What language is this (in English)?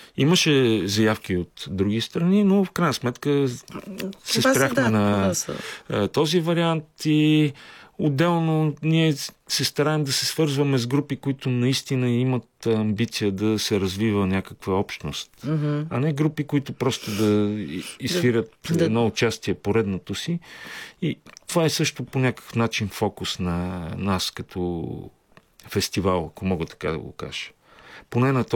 Bulgarian